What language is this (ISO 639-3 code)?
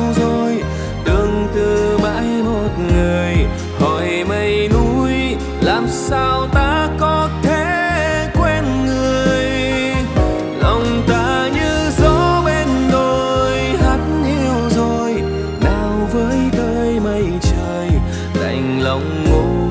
vie